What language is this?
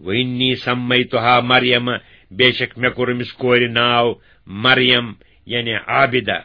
Kashmiri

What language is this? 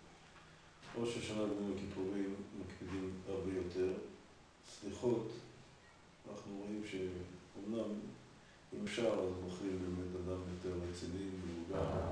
Hebrew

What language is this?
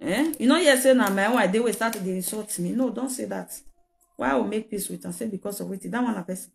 Nigerian Pidgin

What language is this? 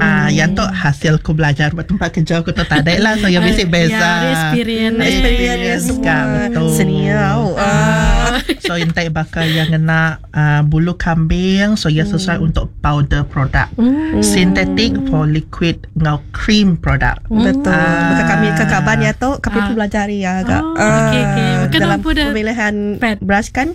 Iban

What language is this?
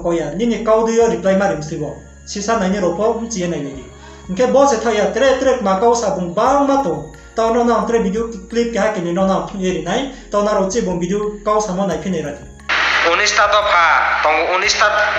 Riang (India)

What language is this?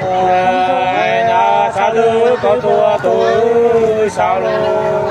Nung (Viet Nam)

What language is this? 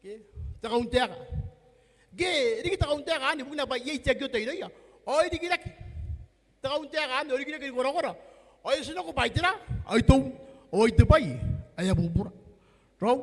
Gilbertese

